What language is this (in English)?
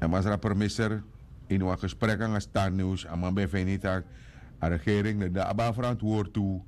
Sranan Tongo